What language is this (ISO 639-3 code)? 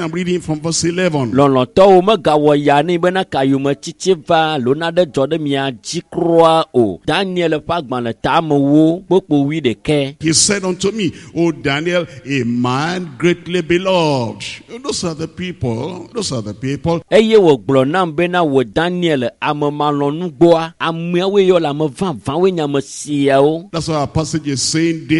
ewe